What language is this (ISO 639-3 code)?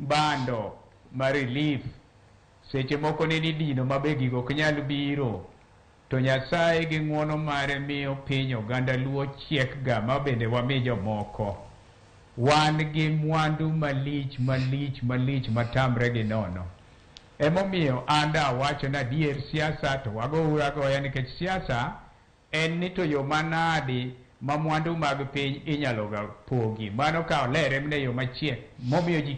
luo